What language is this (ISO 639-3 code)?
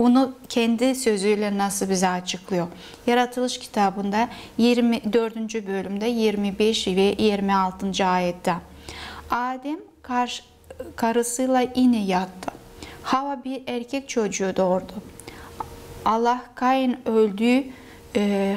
tur